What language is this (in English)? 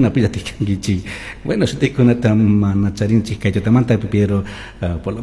Chimborazo Highland Quichua